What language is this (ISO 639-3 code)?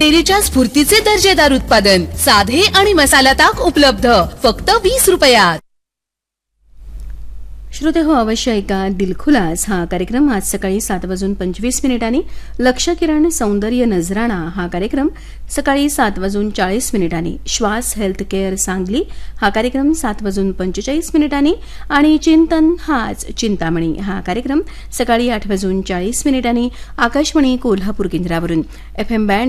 mar